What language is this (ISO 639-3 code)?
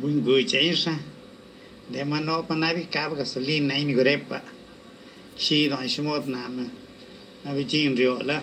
zpa